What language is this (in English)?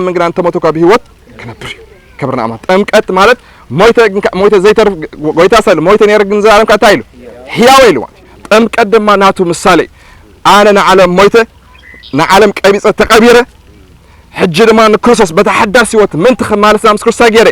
Tigrinya